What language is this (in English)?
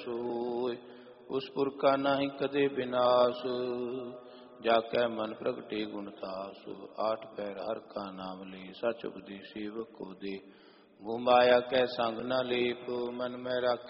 Punjabi